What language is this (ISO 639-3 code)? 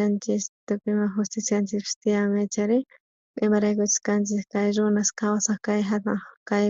quh